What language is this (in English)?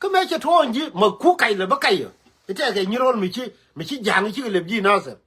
Nuer